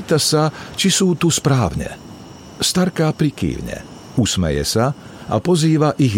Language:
Slovak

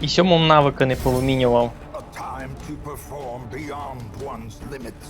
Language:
Rusyn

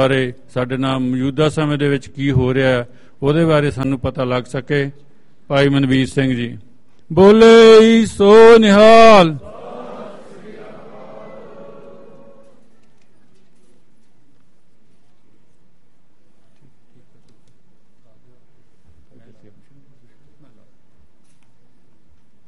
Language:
Punjabi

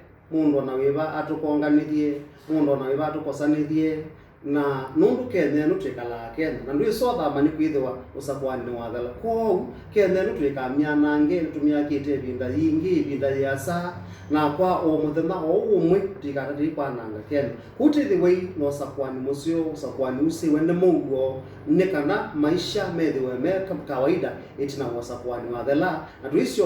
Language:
Kamba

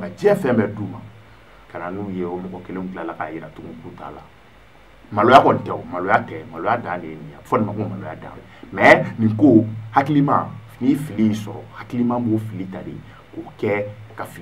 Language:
Bambara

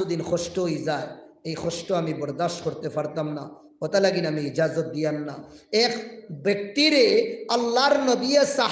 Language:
Sylheti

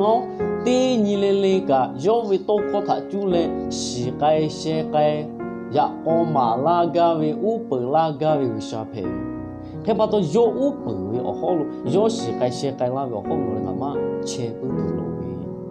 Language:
Lahu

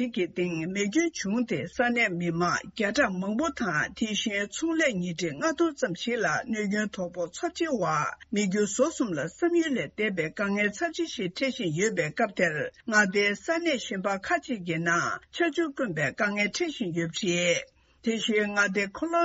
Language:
Tibetan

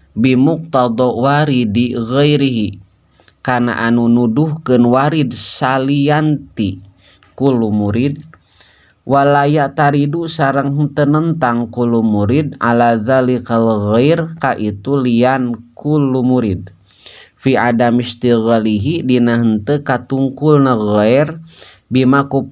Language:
Sundanese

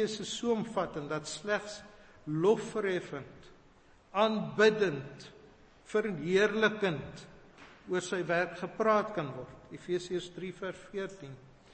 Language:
Afrikaans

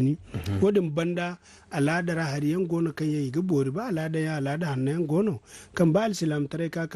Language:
Zarma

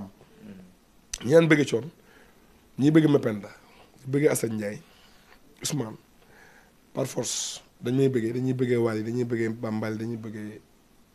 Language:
Wolof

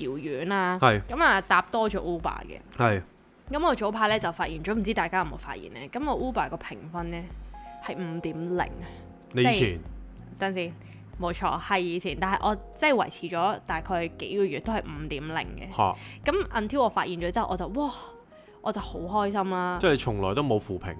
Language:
Cantonese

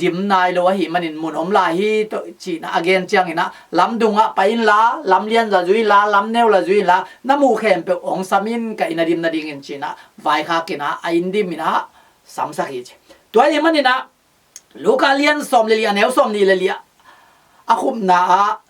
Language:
Tedim Chin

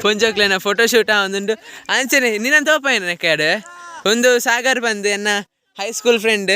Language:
Tulu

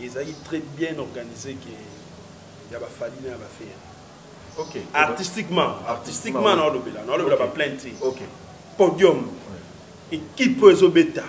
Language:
Lingala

